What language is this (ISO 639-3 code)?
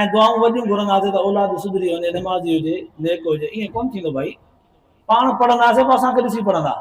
snd